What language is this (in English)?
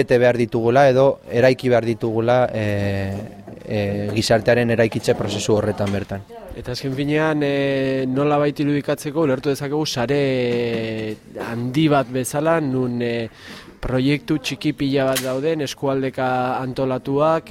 Basque